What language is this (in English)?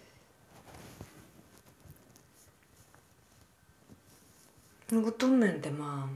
Estonian